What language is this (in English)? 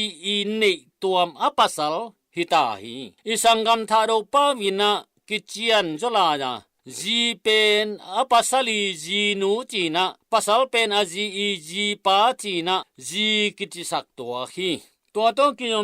Tedim Chin